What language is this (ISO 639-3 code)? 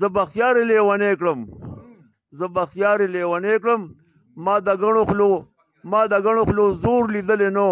pus